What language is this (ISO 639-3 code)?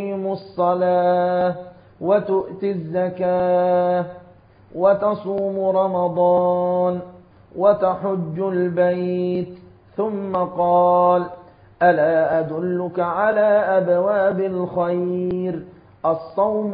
ara